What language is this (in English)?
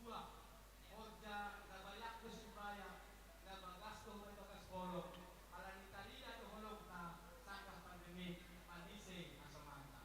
Batak Simalungun